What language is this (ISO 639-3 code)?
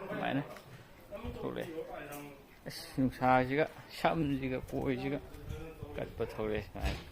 mni